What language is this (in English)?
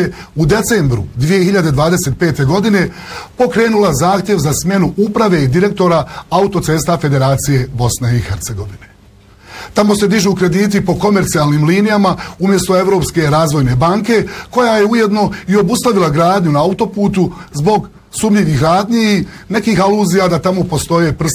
Bosnian